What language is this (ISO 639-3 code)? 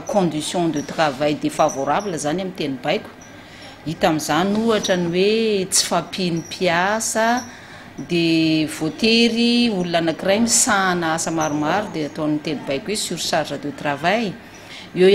mlg